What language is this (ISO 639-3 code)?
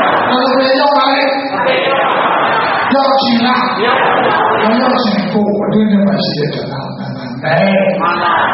mya